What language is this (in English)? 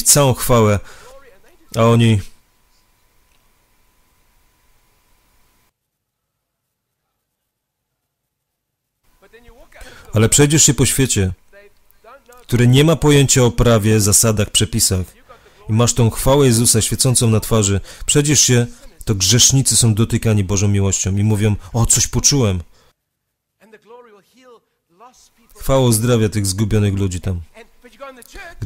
Polish